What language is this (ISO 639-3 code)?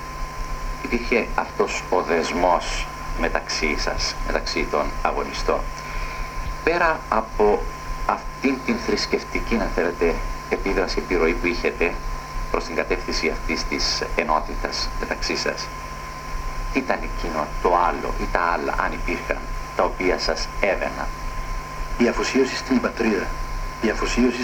ell